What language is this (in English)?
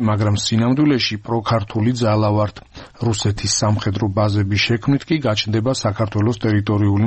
Georgian